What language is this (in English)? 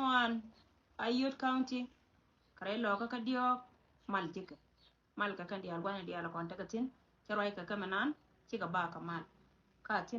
Nuer